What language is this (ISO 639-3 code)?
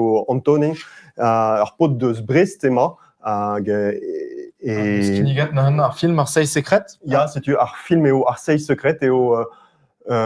bre